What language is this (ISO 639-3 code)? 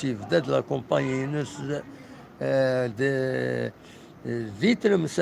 kab